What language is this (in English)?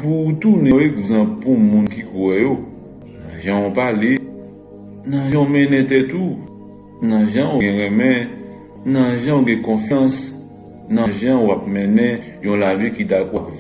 Haitian Creole